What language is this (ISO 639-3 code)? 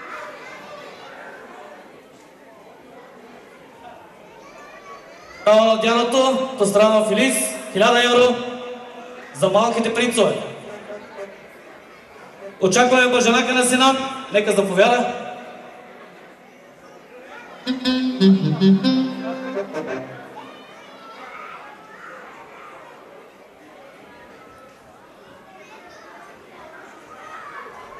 bul